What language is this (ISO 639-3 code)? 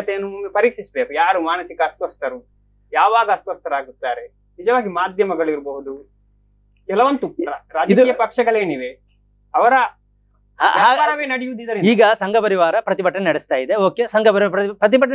kan